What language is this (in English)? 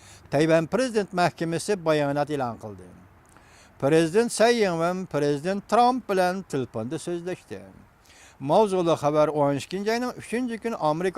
Uyghur